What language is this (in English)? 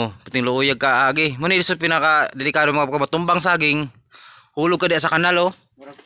Cebuano